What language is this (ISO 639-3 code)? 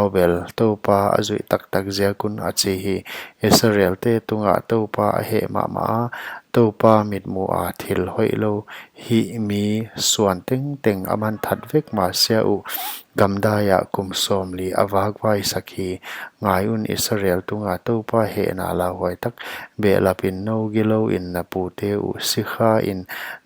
pck